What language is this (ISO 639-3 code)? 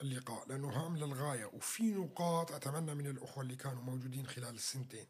apc